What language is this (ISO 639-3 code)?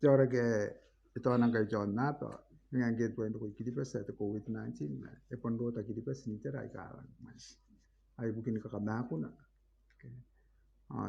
gil